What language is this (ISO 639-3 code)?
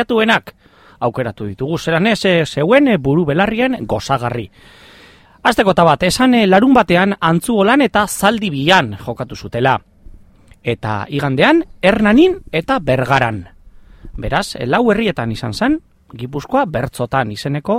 eus